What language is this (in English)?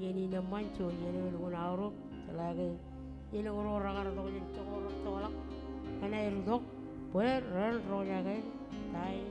Marshallese